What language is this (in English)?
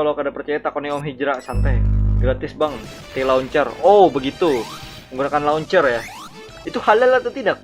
Banjar